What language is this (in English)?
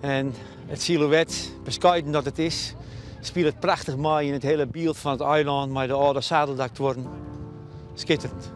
Western Frisian